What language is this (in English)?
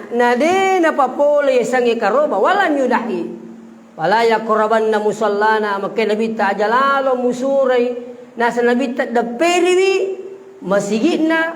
Buginese